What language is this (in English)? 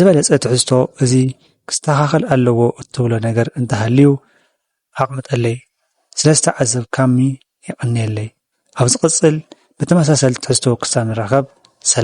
Tigrinya